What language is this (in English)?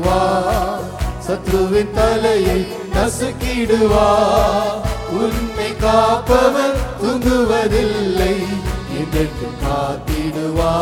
Tamil